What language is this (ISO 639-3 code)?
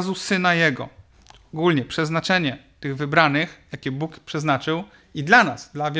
pol